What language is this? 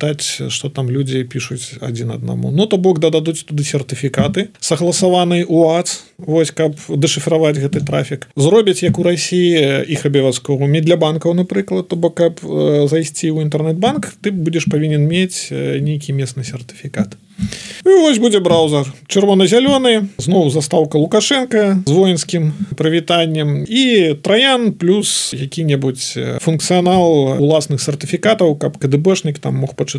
Belarusian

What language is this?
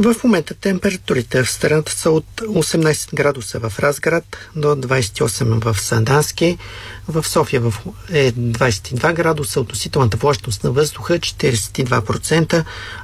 Bulgarian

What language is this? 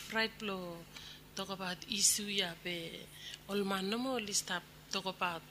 Bislama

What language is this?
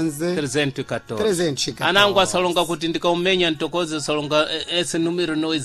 Sena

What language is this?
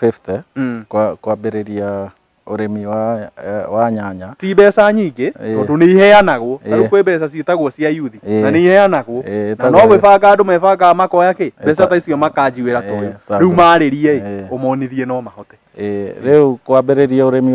Kikuyu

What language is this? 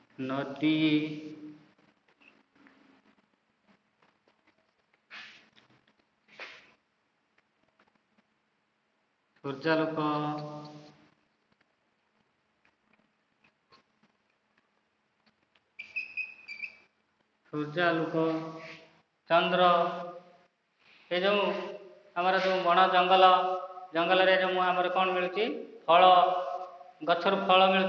Odia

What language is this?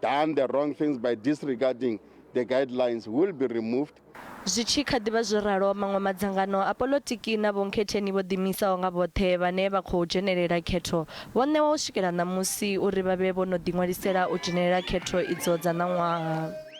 Venda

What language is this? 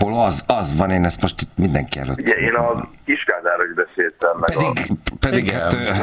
Hungarian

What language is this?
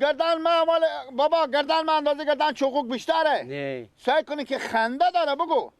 Persian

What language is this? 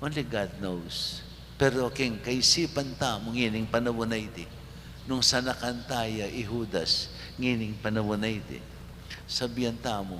Pampanga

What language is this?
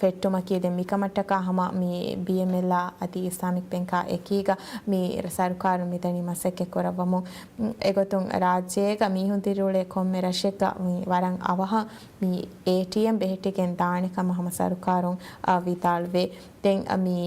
Divehi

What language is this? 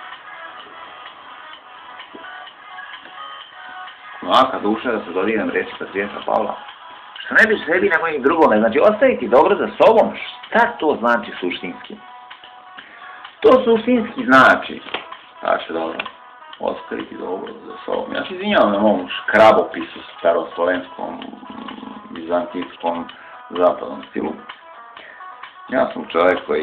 Serbian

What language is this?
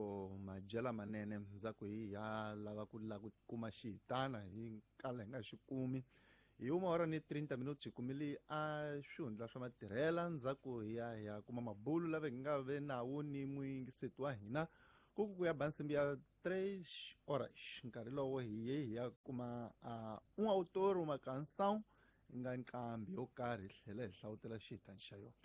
Tsonga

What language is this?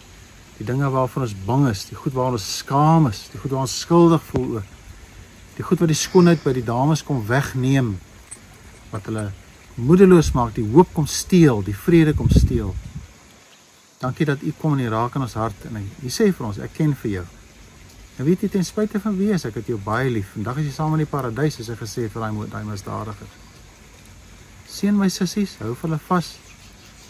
Afrikaans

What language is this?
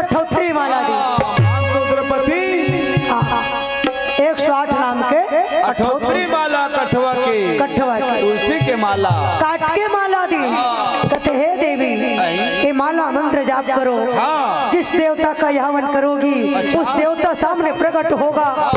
Chhattisgarhi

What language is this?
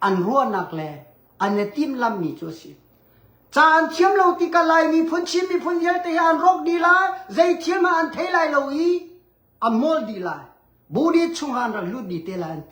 Hakha Chin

